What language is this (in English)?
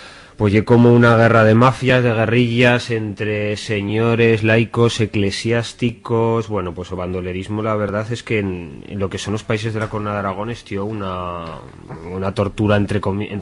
Aragonese